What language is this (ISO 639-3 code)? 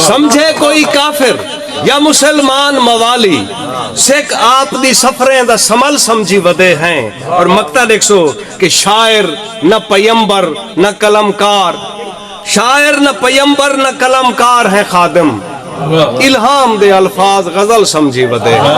skr